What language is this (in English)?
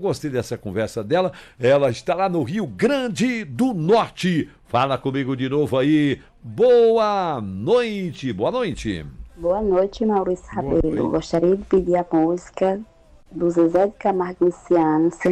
Portuguese